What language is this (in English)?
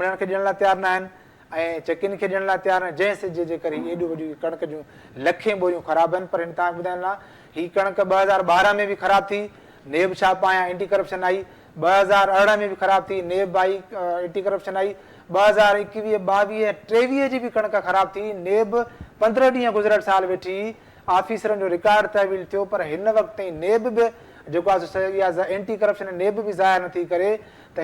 Sindhi